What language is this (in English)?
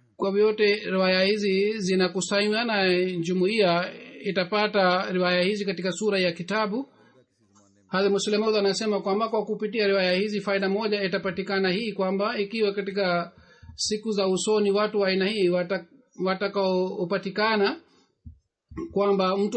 Swahili